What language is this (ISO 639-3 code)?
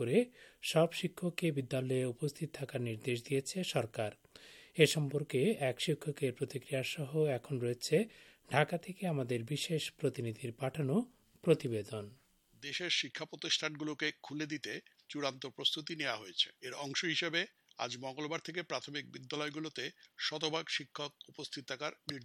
ben